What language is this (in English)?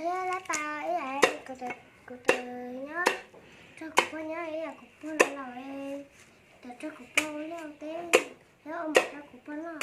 Hmong